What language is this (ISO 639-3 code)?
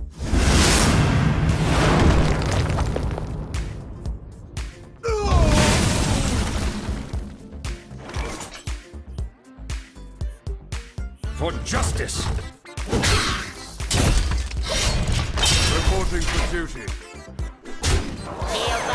eng